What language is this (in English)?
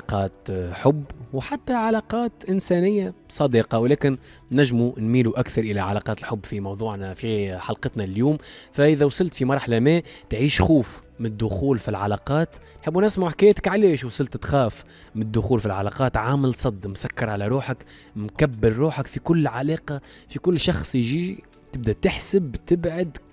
Tunisian Arabic